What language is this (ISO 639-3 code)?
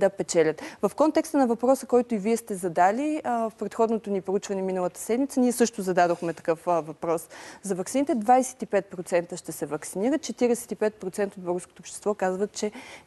bul